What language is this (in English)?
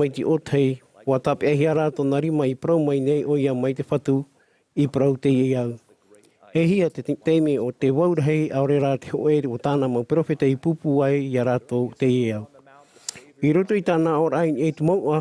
Tahitian